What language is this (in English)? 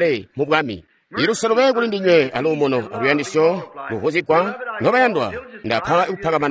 Tonga (Zambia)